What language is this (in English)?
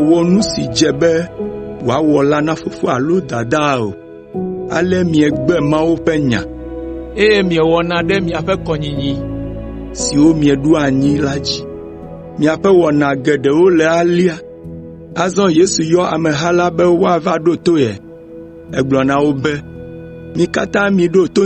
Ewe